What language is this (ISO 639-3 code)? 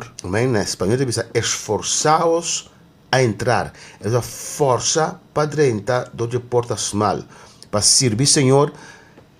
pap